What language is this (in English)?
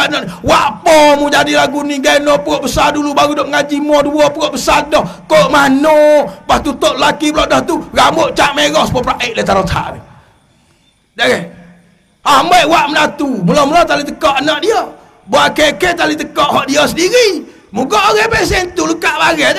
Malay